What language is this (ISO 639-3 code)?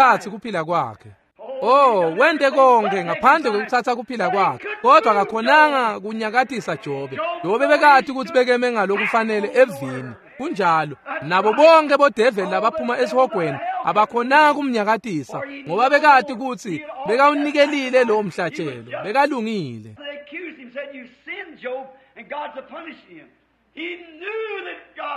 ssw